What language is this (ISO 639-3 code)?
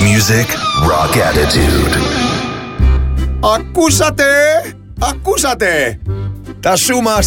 ell